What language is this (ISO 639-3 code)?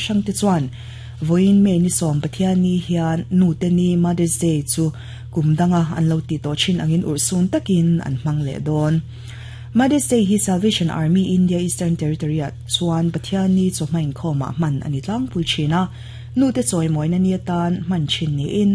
lus